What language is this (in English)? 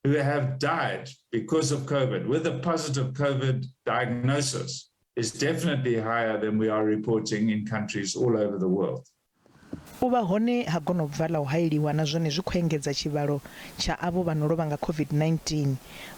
Venda